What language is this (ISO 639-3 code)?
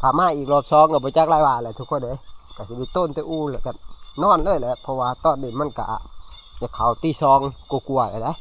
tts